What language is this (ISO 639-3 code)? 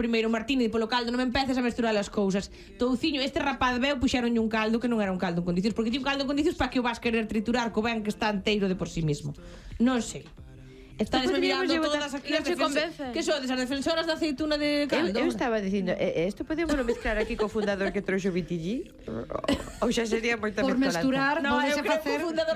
glg